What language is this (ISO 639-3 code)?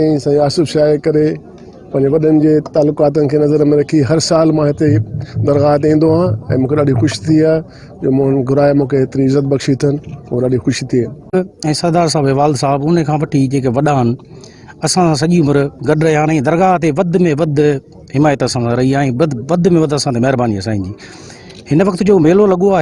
snd